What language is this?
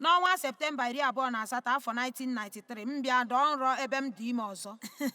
Igbo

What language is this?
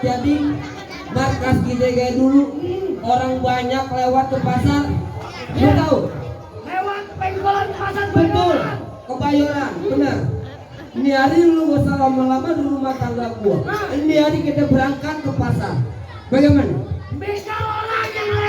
Betawi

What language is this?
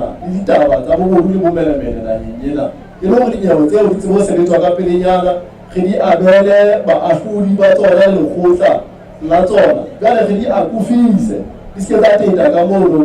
Southern Sotho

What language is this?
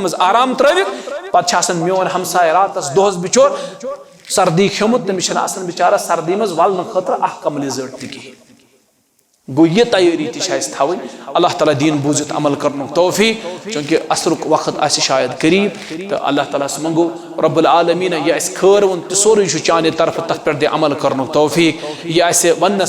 Kashmiri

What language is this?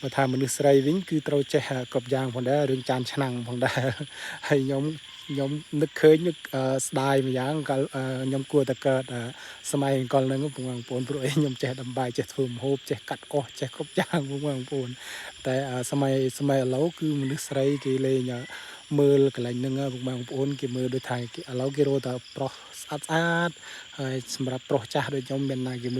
Khmer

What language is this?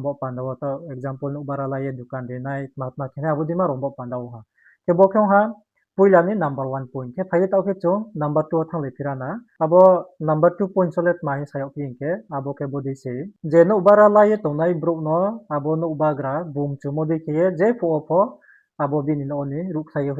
Riang (India)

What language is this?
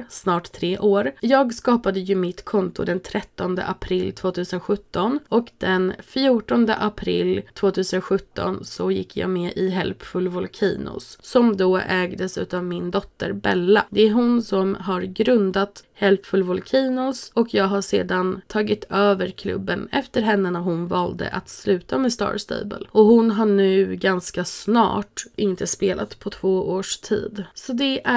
Swedish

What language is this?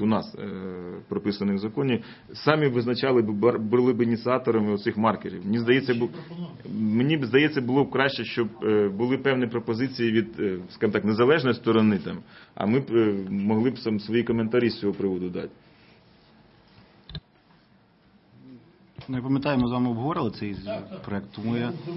Ukrainian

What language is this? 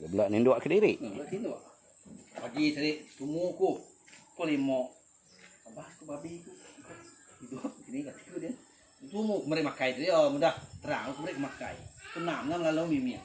Iban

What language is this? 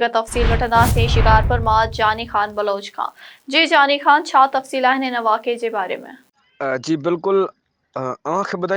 Sindhi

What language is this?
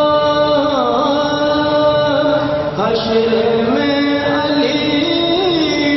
Urdu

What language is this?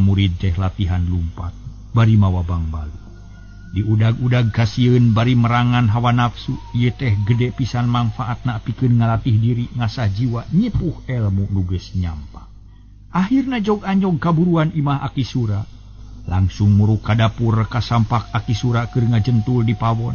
Sundanese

